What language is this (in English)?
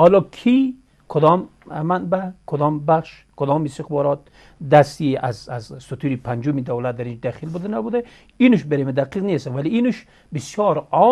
Persian